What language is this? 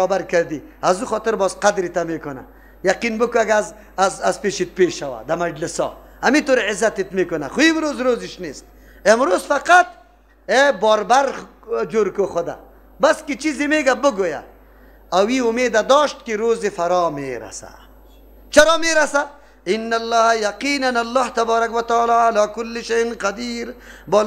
Persian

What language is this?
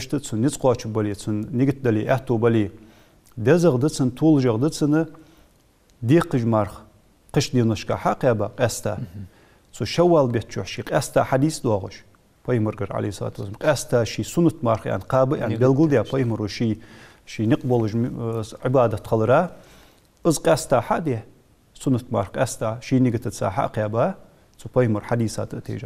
Ingush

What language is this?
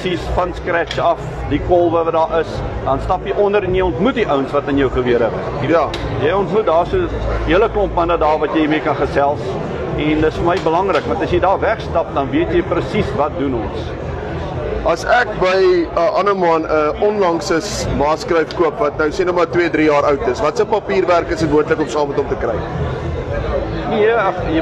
Afrikaans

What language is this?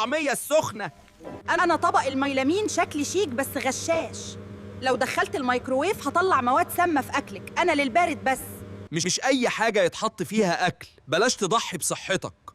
Egyptian Arabic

